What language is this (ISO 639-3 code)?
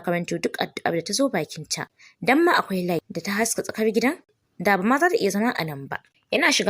hau